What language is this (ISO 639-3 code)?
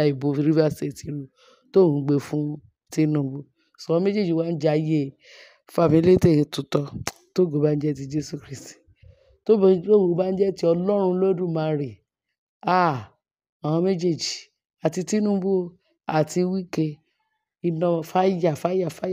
yor